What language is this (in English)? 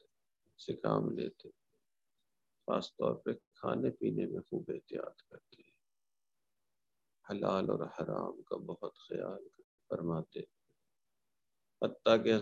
Urdu